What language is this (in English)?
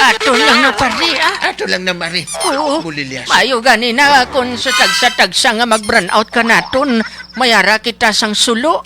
Hiligaynon